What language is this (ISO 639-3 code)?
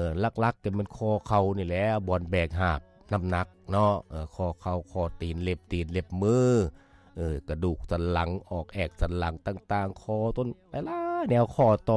lao